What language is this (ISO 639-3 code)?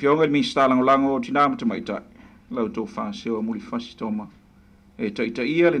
smo